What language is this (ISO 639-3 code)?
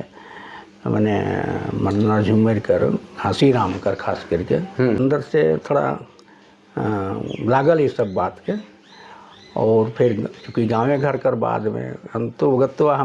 sck